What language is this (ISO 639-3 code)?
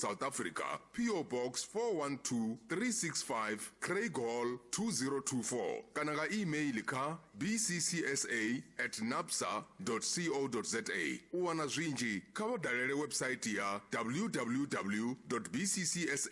ven